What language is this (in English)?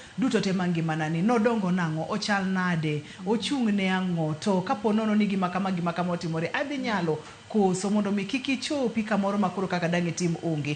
Luo (Kenya and Tanzania)